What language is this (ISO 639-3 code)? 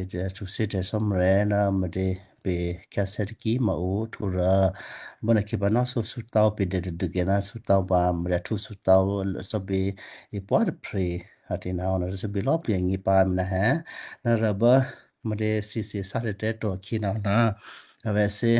kyu